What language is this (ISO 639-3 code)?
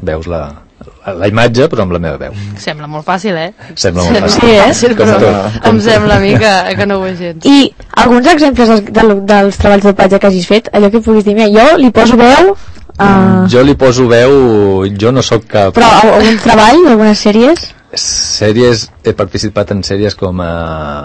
cat